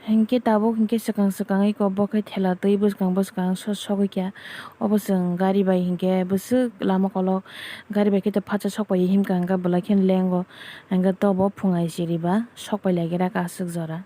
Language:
Kok Borok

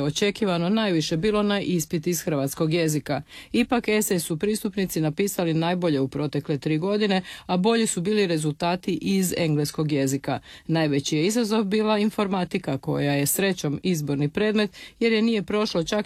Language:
Croatian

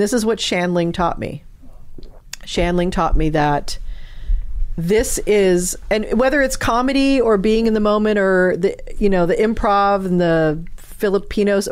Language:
English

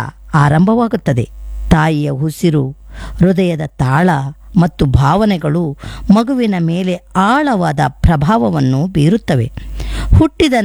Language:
Kannada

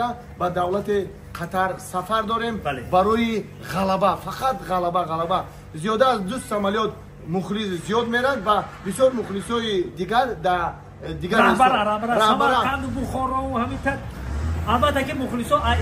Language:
Tajik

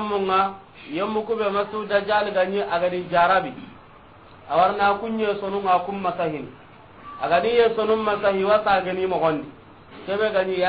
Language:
Soninke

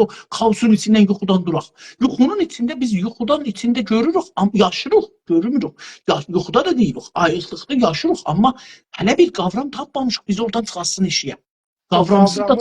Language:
South Azerbaijani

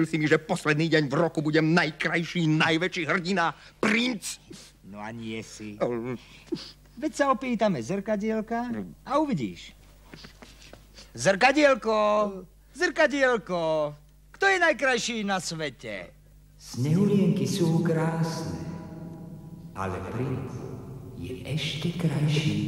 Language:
Slovak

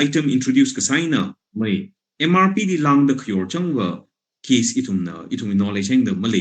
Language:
Tangkhul Naga (India)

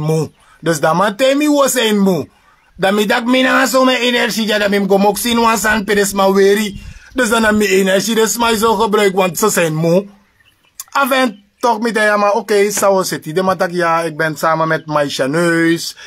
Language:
Sranan Tongo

